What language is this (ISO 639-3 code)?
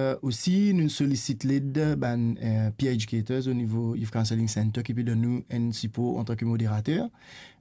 mfe